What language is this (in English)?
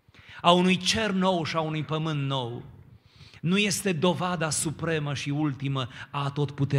Romanian